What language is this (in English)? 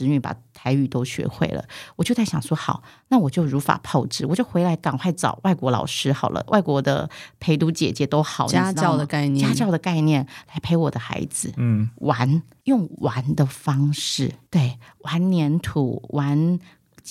Chinese